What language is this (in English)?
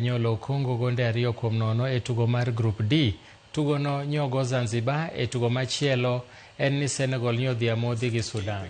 Luo (Kenya and Tanzania)